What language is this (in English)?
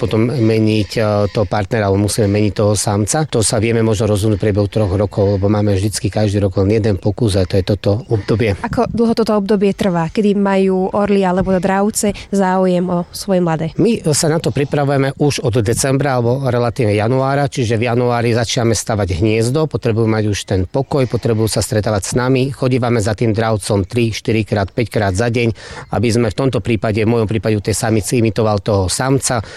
Slovak